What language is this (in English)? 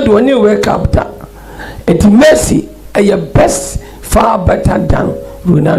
Akan